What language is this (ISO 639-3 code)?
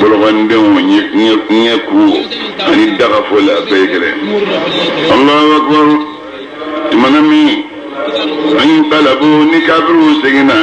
bam